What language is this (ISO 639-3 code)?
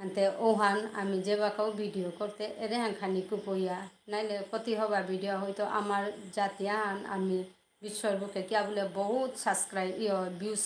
bpy